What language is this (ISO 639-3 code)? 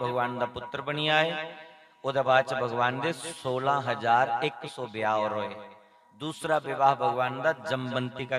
doi